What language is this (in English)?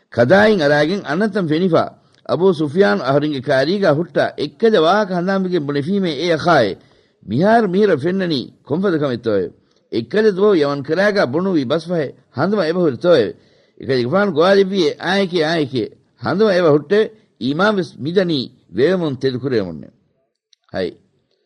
Divehi